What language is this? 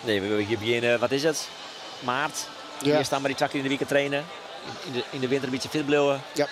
Western Frisian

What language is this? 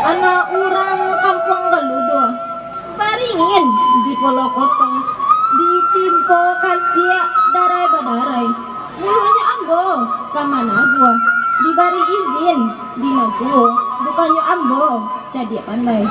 Minangkabau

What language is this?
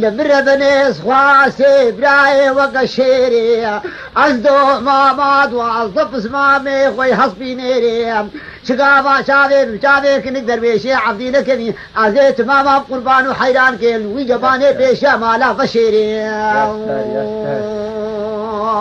Kurdish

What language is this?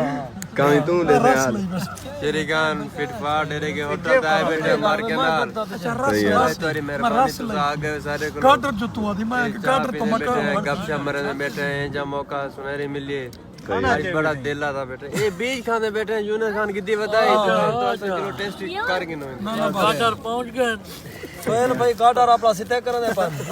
Saraiki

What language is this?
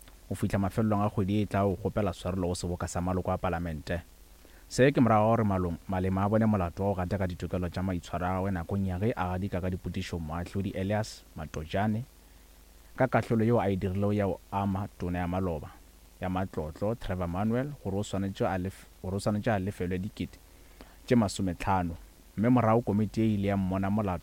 Northern Sotho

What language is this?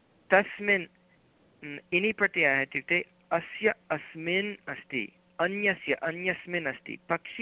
Sanskrit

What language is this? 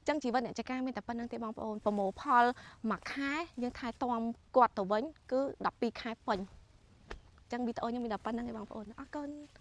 Khmer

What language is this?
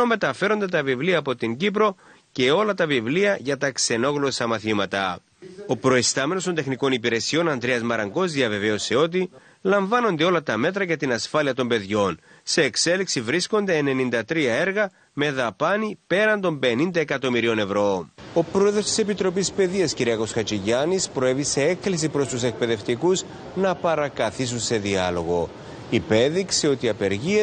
Greek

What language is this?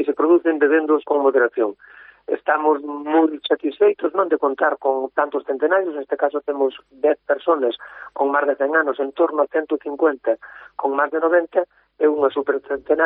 Galician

